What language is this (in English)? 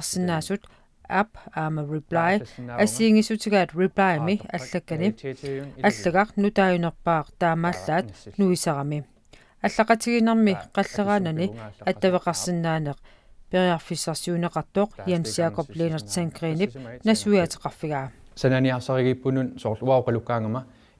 Kalaallisut